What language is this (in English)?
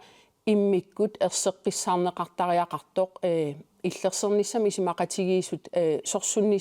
Kalaallisut